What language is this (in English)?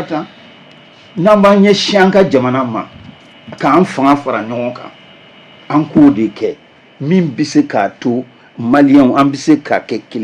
Bambara